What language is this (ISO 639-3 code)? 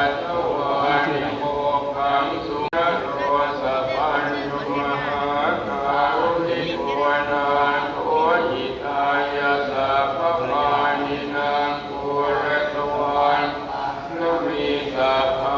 pli